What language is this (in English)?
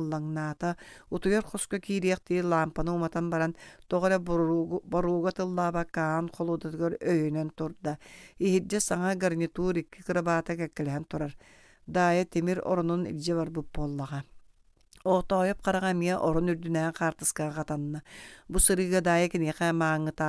Yakut